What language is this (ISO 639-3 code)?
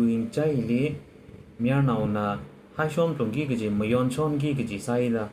nmf